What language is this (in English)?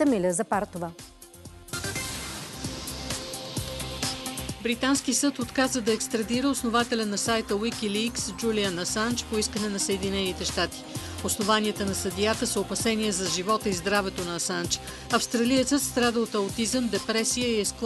Bulgarian